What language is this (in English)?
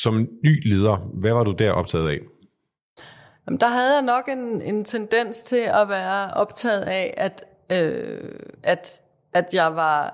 Danish